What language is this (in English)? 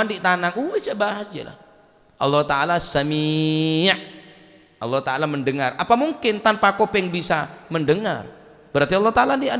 Madurese